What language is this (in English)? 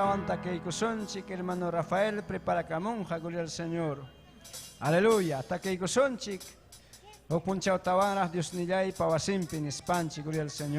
Ayacucho Quechua